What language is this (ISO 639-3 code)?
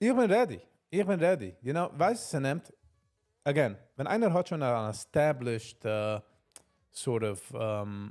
yid